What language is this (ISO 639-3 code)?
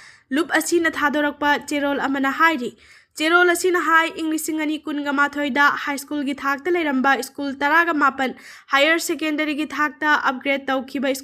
mni